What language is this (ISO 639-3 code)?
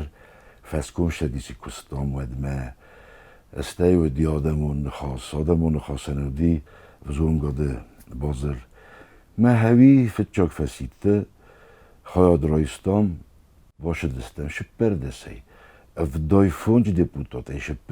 oss